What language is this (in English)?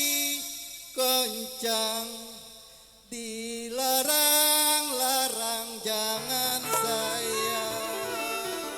Betawi